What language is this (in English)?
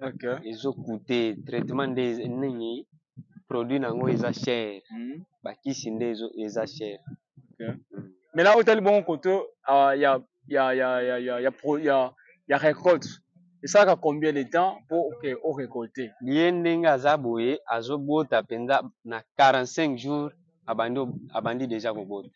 Lingala